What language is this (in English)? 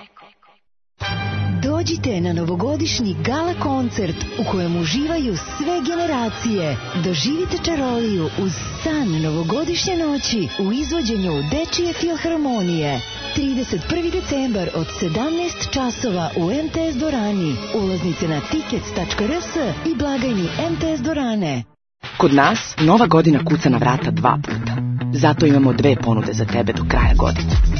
Serbian